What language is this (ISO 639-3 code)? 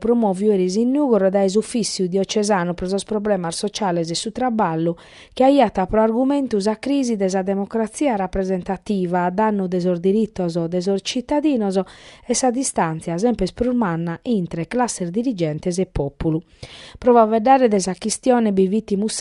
srd